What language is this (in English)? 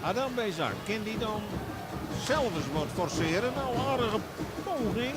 Western Frisian